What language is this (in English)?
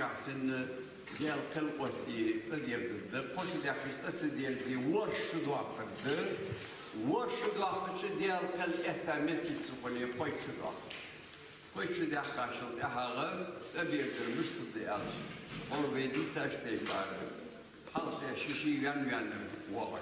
Ingush